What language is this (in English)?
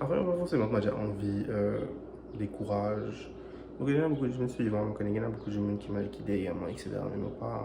Morisyen